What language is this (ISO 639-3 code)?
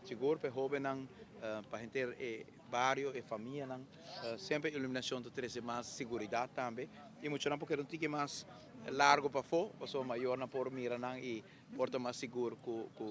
pap